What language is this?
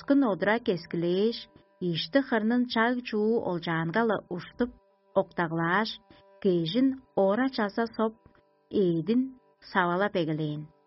Tuvinian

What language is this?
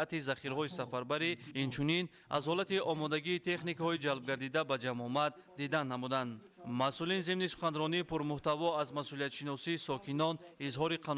Tajik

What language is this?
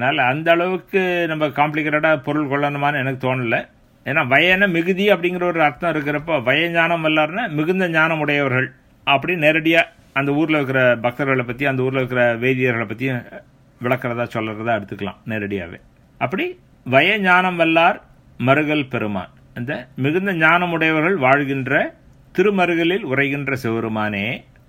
Tamil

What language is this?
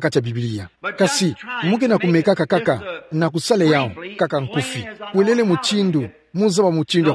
Kituba (Democratic Republic of Congo)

